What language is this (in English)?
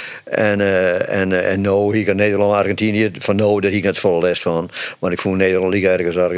Western Frisian